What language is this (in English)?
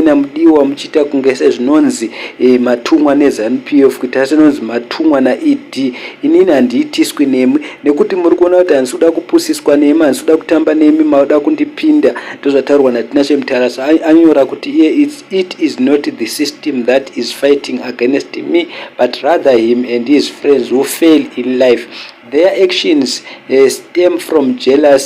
Shona